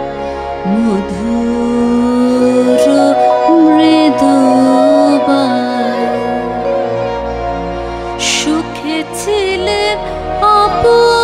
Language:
Bangla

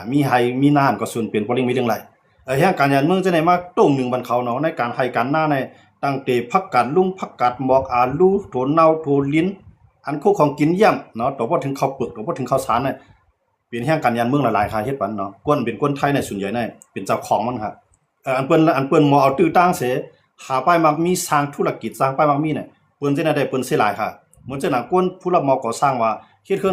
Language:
Shan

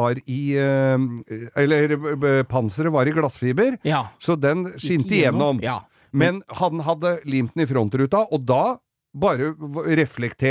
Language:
Norwegian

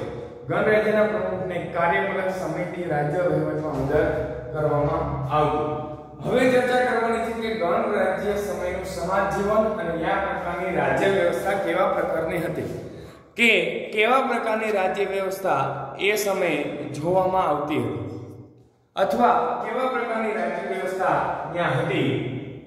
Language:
Gujarati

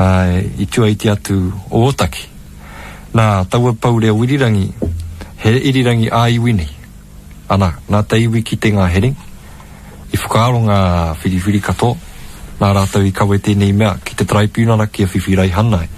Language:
Māori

